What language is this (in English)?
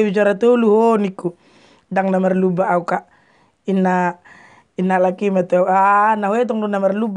Batak Toba